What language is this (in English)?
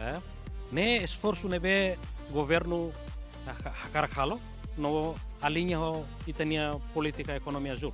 Tetum